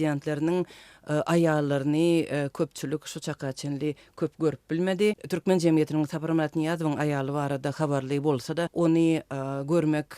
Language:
Turkmen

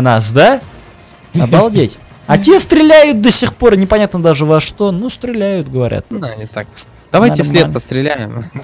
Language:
Russian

